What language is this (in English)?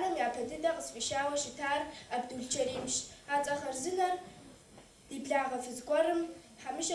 Kabardian